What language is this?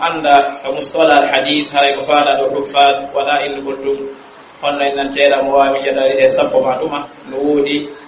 Pular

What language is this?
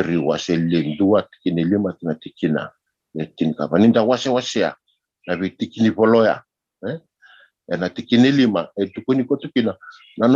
Fijian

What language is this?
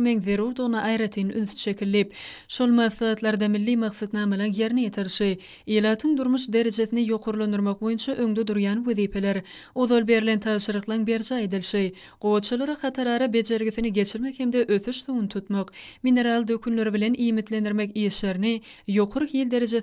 Turkmen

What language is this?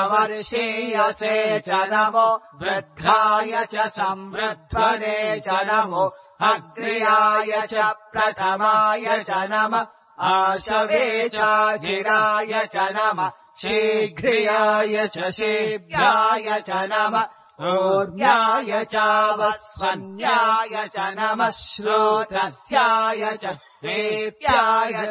Sanskrit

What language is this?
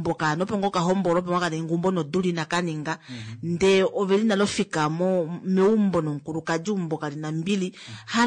Kuanyama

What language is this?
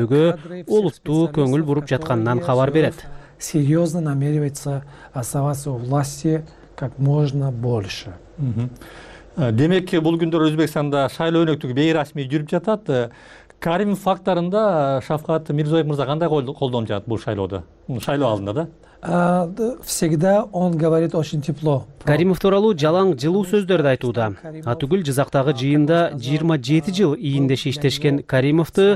Kyrgyz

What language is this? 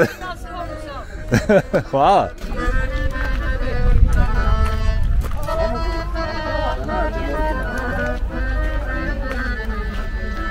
Bosnian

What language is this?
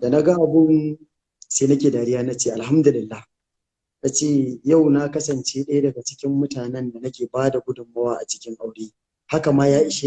Hausa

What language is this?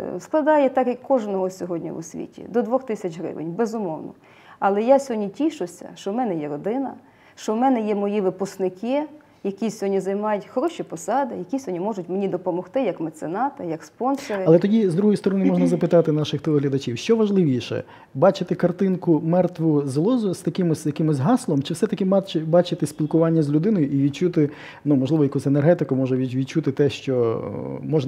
Ukrainian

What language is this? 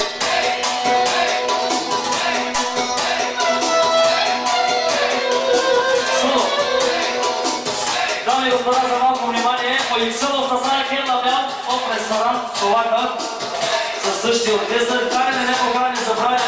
Bulgarian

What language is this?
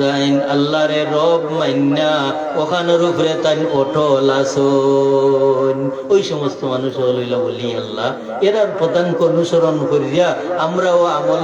Sylheti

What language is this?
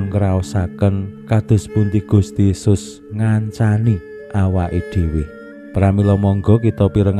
Javanese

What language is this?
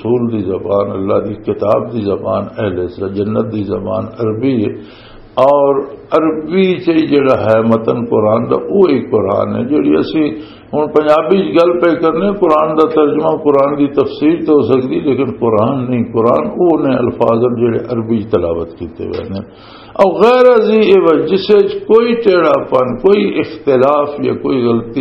Western Panjabi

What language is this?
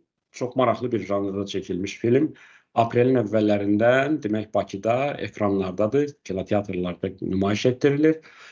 Azerbaijani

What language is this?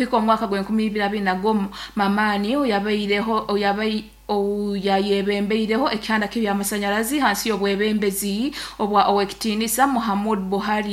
Nyoro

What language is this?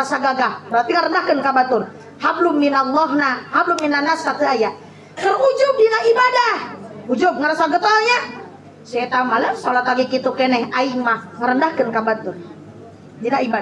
Sundanese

